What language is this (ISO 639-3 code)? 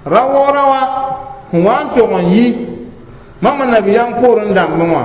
mos